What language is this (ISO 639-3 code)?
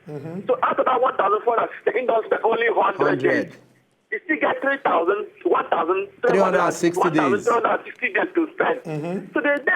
pcm